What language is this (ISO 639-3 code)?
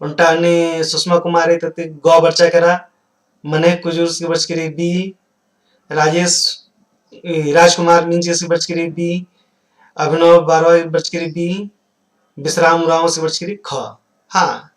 kru